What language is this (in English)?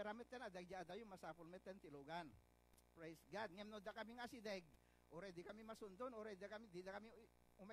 Iloko